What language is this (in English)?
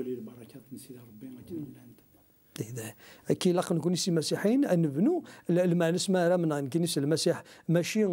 Kabyle